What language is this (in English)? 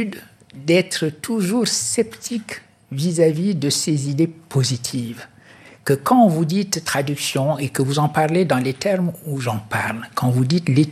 French